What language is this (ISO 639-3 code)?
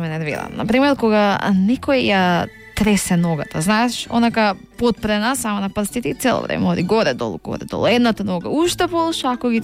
mkd